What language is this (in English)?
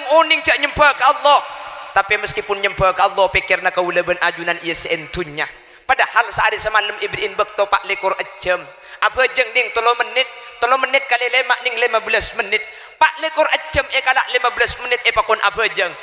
Madurese